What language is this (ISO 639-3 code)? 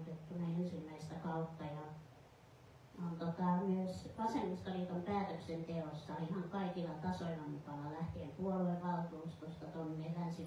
fin